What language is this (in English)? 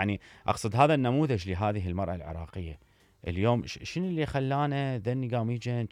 Mesopotamian Arabic